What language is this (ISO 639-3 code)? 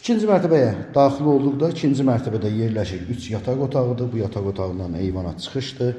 aze